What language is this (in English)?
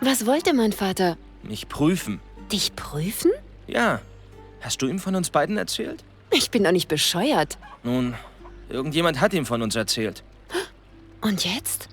Bavarian